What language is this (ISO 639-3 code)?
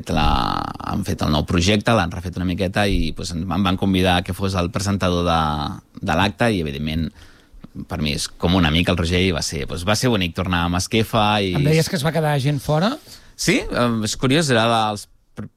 cat